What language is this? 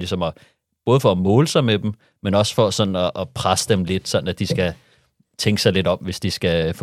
Danish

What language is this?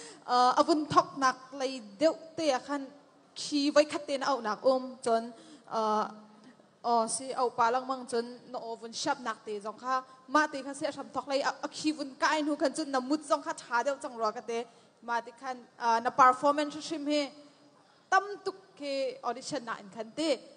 Hakha Chin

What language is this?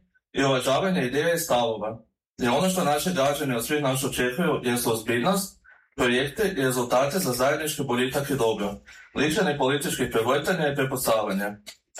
Croatian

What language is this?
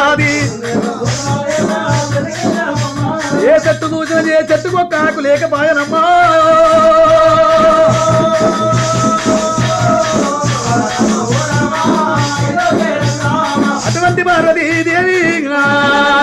Telugu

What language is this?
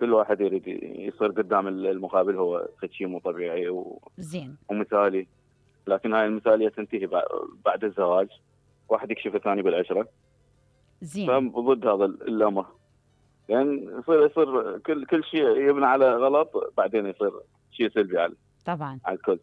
Mesopotamian Arabic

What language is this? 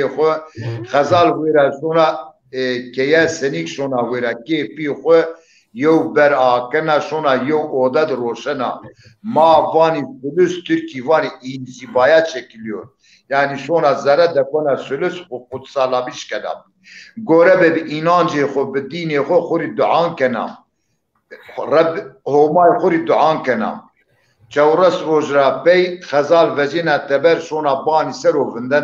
Zaza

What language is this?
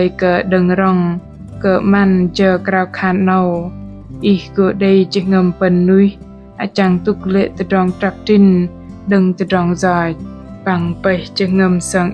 Bahnar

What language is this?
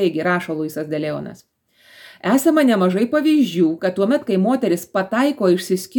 Lithuanian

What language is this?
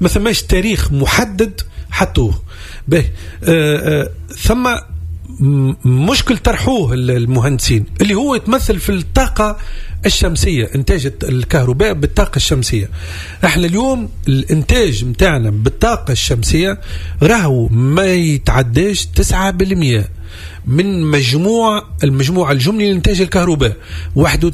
Tunisian Arabic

